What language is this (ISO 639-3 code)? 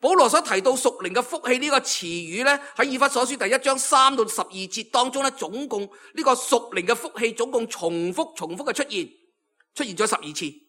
yue